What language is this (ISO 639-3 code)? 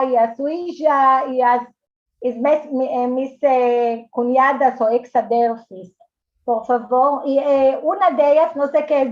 lad